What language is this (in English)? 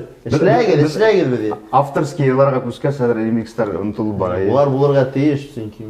Bashkir